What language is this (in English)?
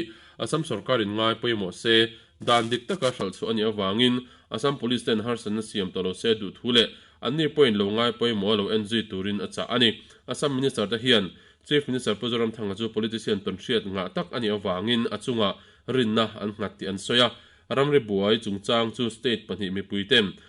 Mizo